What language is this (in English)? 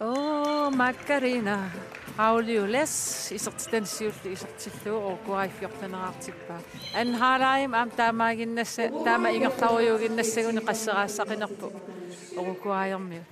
Kalaallisut